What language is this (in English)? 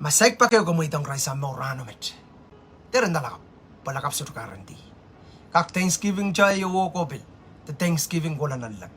Pohnpeian